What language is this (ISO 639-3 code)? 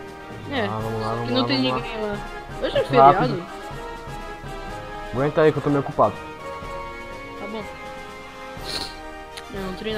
por